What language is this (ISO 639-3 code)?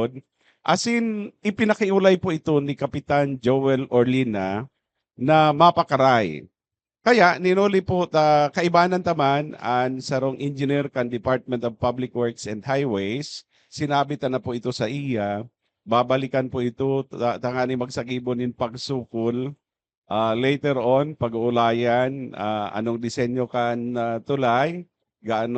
bik